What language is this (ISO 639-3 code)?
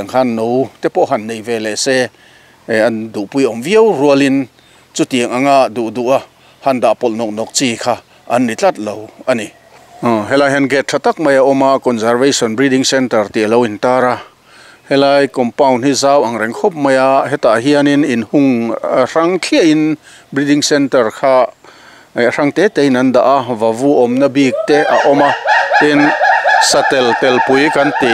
lus